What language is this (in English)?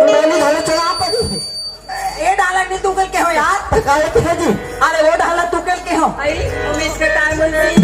Chhattisgarhi